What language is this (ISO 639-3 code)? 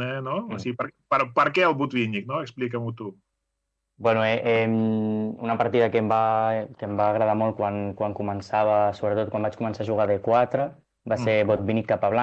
cat